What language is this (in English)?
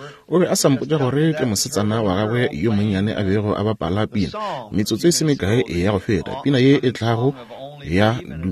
Northern Sotho